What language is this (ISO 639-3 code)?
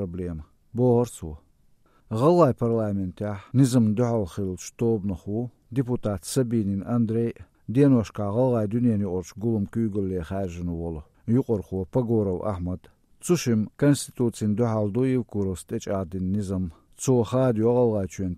che